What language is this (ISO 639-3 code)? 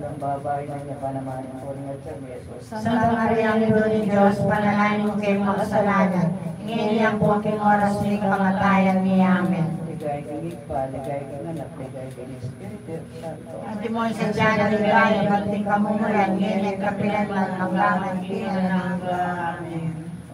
pam